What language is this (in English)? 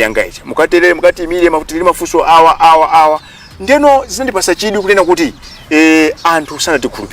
Nyanja